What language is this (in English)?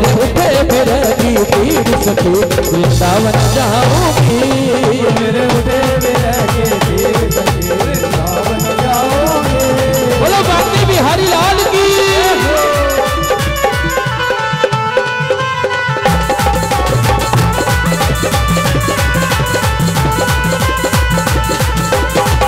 Hindi